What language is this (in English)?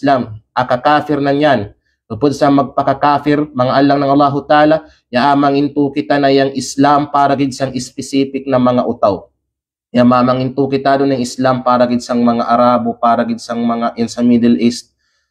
Kalagan